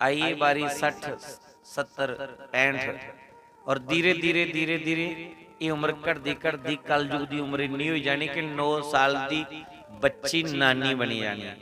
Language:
Dogri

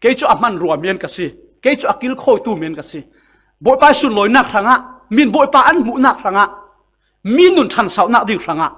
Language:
Falam Chin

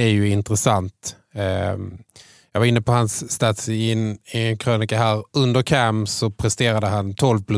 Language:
Swedish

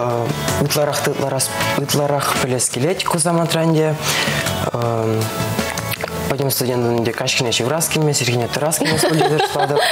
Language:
Chuvash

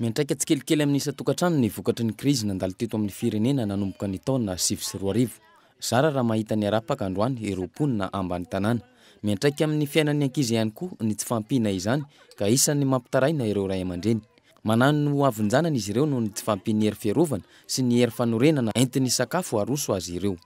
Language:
Malagasy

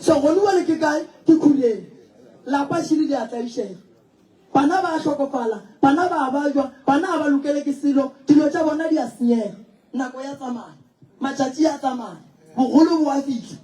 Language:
Northern Sotho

